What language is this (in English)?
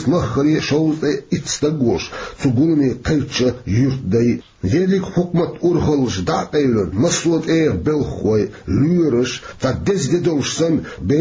Chechen